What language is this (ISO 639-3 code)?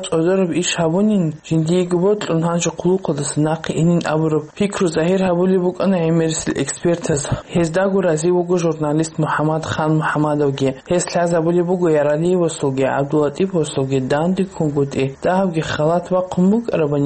ava